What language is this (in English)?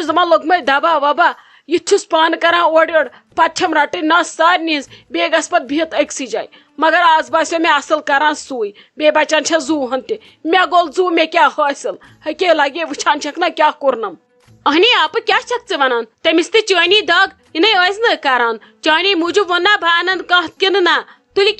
Kashmiri